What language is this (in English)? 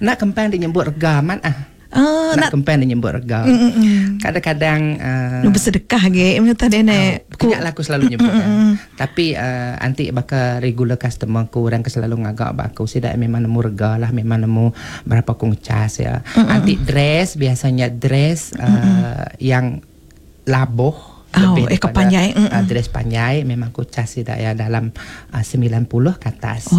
Iban